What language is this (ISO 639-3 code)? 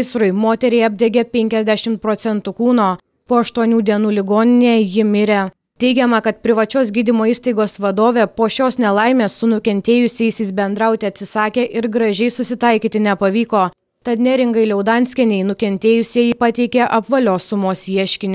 lit